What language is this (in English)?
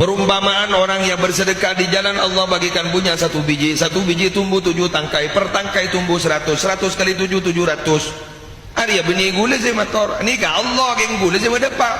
Madurese